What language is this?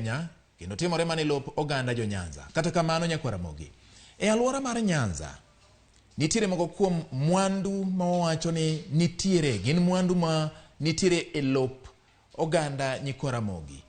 Luo (Kenya and Tanzania)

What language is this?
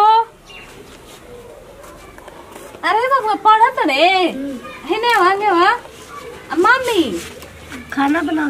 Bhojpuri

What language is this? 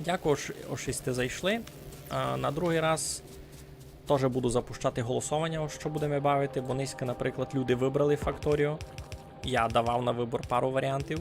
Rusyn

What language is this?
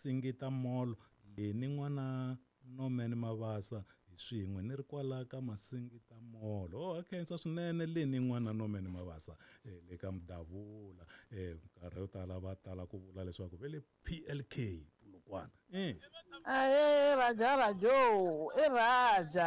Tsonga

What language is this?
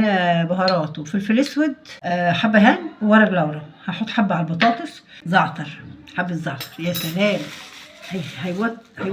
Egyptian Arabic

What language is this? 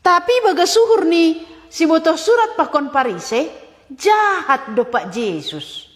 Batak Simalungun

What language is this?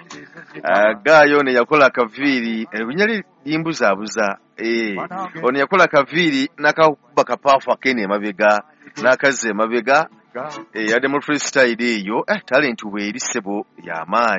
Ganda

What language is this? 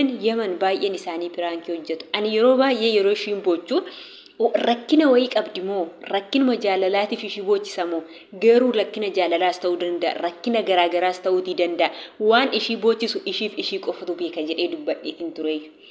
Oromo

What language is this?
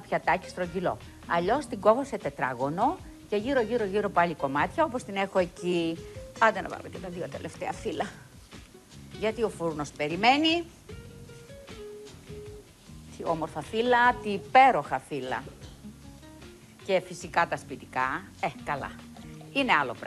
Greek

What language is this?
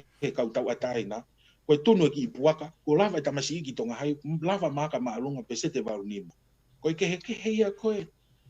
Tongan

